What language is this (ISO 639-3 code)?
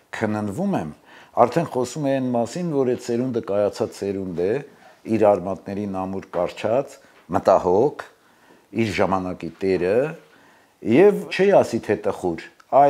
hye